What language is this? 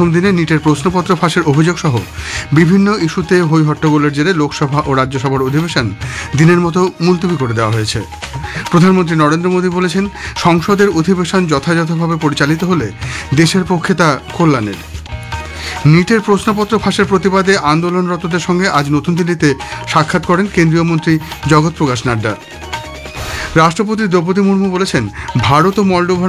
Bangla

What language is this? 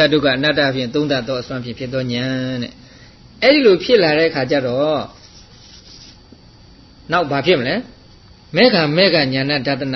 Burmese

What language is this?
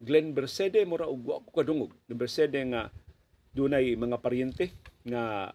Cebuano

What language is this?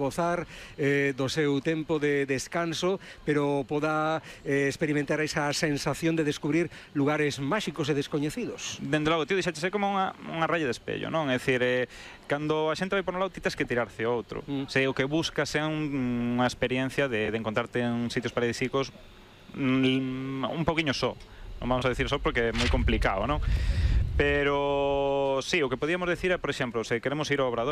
Galician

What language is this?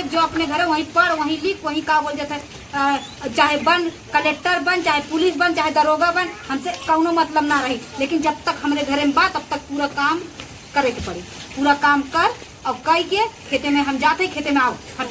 Awadhi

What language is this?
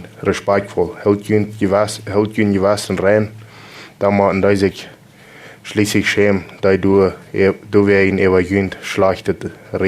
Plautdietsch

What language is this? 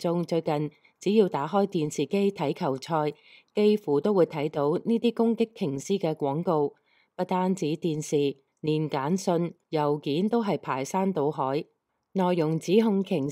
Cantonese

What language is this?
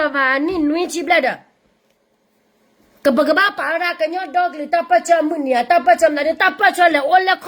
S'gaw Karen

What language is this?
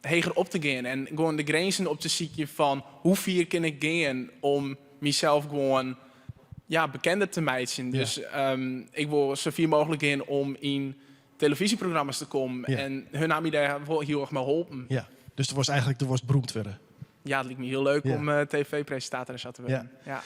Western Frisian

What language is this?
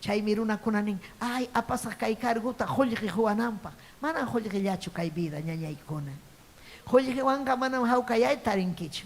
Ayacucho Quechua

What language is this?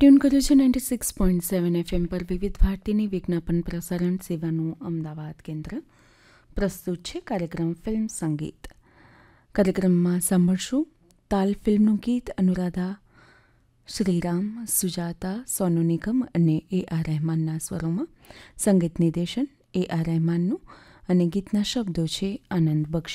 Gujarati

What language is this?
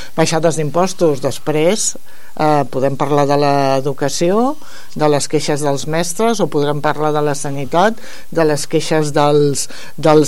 Catalan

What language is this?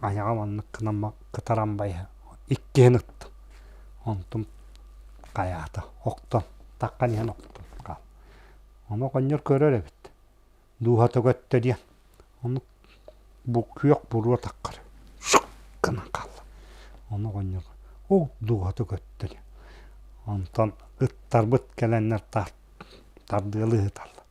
Yakut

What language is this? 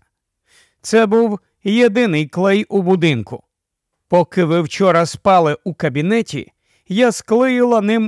Ukrainian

